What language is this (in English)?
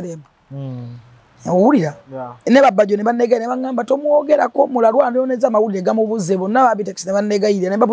Ganda